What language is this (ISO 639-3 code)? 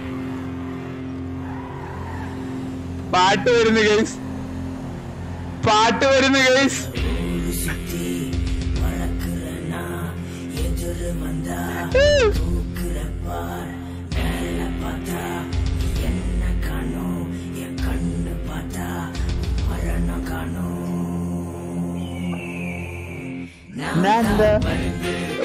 mal